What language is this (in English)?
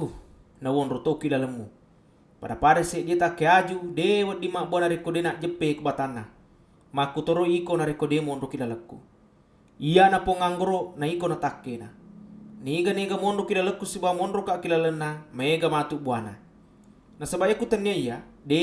Buginese